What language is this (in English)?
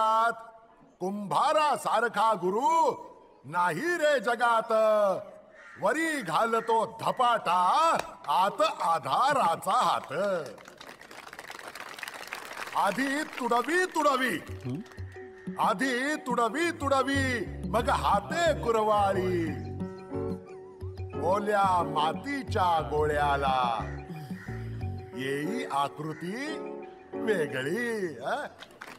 Marathi